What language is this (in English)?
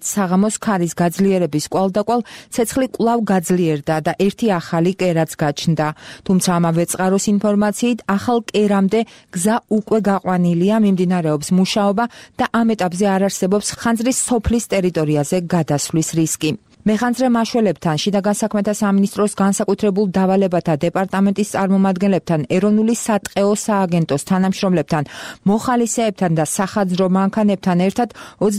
Georgian